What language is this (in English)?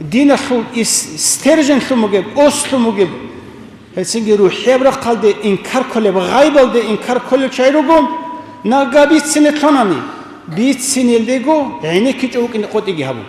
Avaric